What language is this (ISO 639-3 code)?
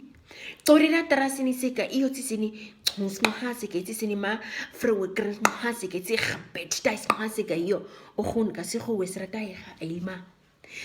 naq